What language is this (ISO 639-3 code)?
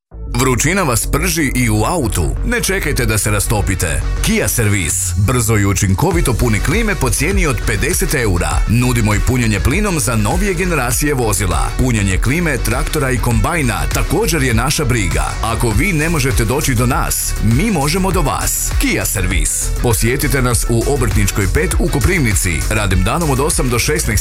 hrv